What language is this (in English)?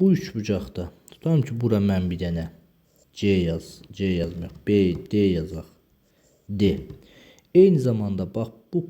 Azerbaijani